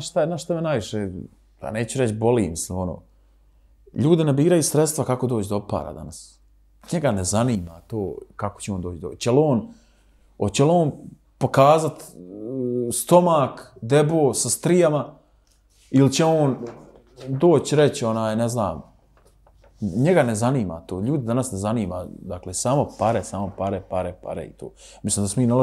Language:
Bosnian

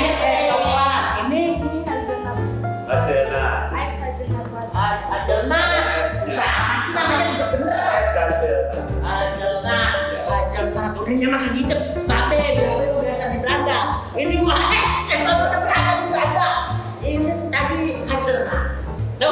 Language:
Betawi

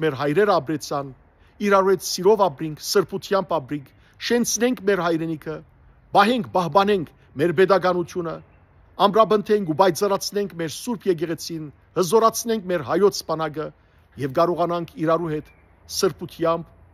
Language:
Western Armenian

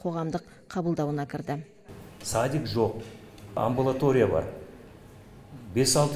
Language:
Kazakh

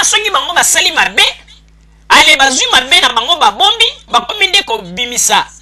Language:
Lingala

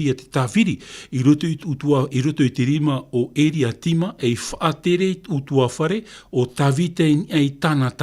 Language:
Tahitian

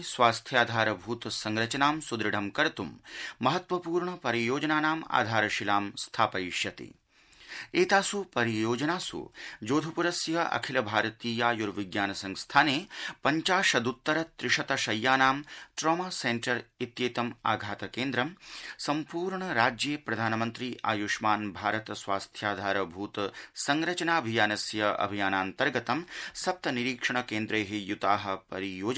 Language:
Sanskrit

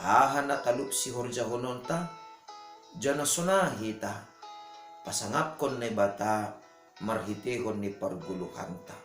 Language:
Batak Simalungun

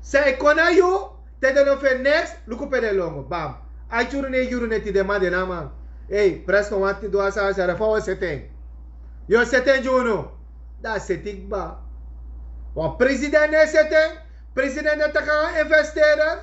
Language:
Sranan Tongo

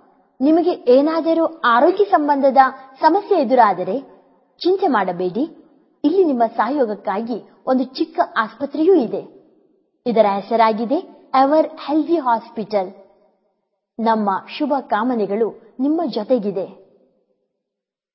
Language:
Kannada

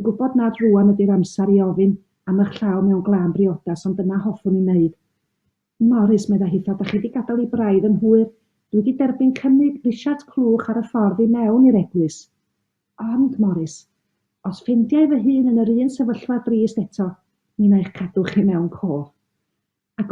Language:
Welsh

